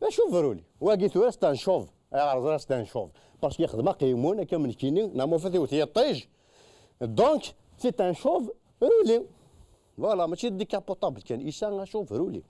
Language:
Kabyle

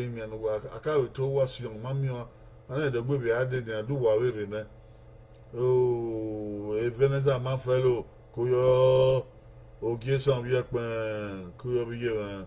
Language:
Bini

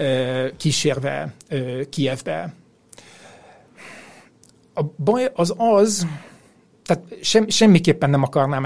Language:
Hungarian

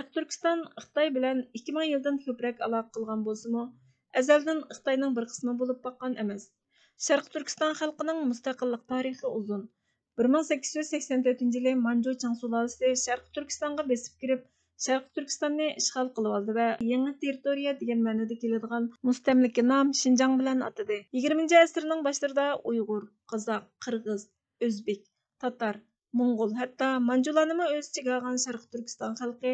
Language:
Uyghur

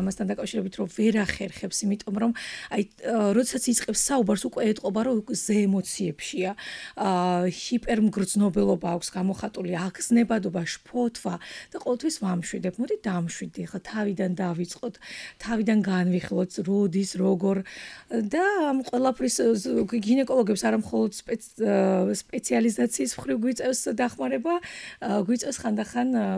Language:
Georgian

